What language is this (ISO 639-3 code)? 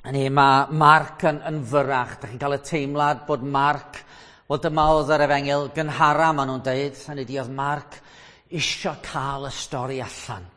cym